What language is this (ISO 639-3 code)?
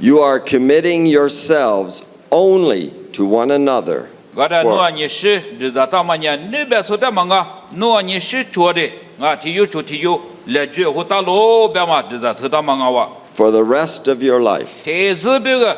lis